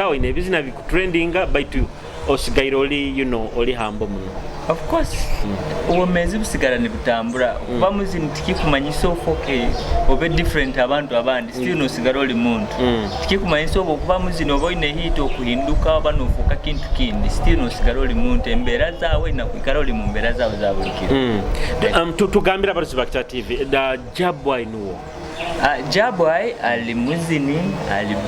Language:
Nyoro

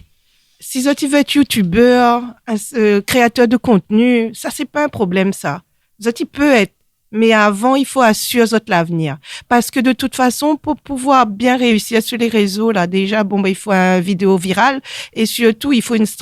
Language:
Réunion Creole French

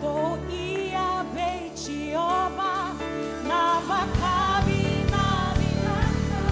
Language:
Fijian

